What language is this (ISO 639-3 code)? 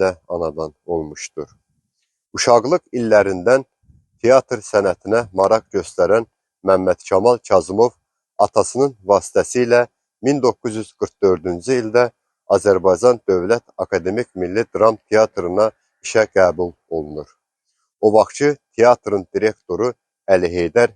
aze